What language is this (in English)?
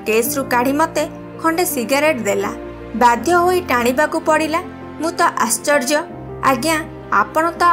Odia